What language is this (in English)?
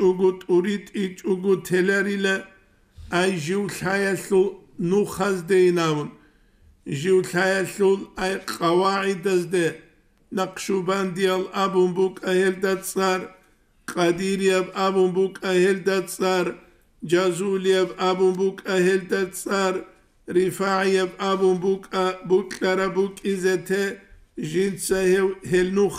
Avaric